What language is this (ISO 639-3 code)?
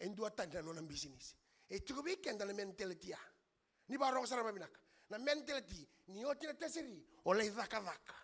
fij